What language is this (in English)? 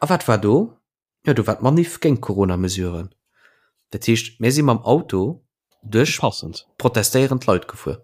Luxembourgish